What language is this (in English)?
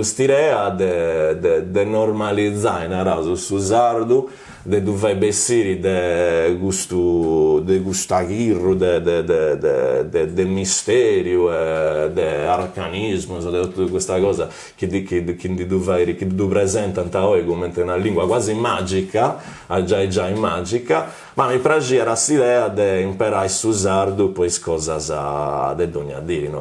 Sardinian